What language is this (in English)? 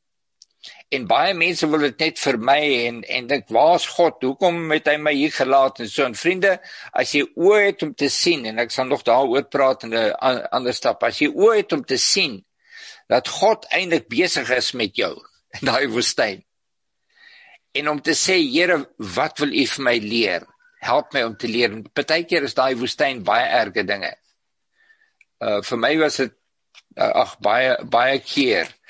Afrikaans